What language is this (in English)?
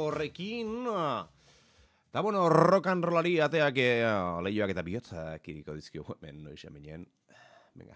Basque